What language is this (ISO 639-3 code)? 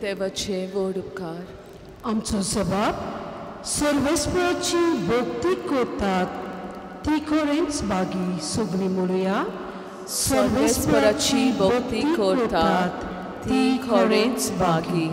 kok